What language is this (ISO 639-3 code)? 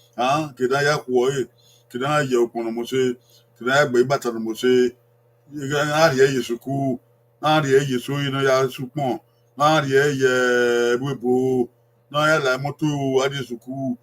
bin